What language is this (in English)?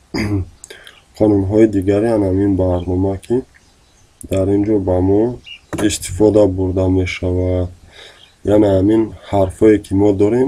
Tajik